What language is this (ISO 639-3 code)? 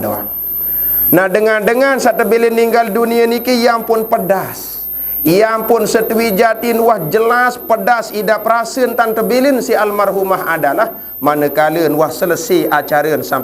sas